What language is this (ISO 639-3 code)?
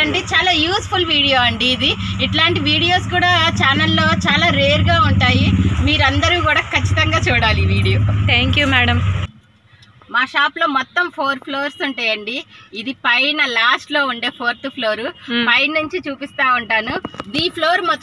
tel